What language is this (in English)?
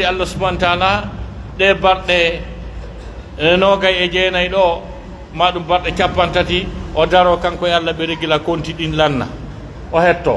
Pular